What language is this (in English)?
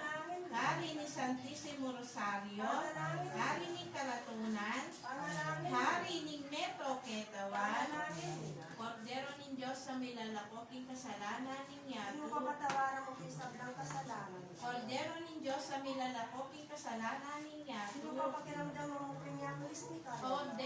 Pampanga